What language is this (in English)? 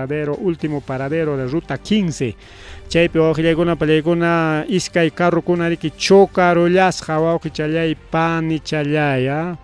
Ayacucho Quechua